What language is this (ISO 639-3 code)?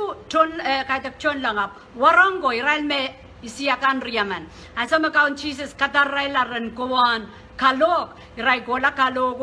pon